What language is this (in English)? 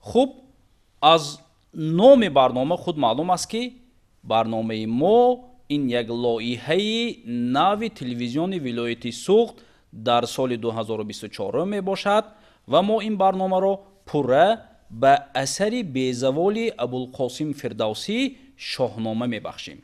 Tajik